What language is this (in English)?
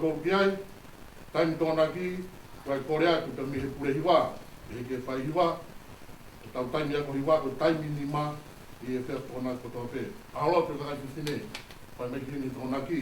Tongan